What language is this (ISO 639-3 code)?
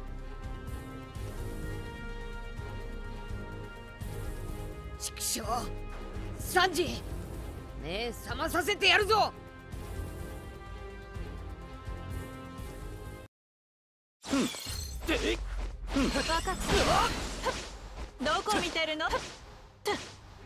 jpn